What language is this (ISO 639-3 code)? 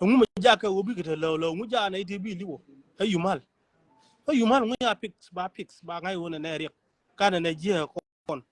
nus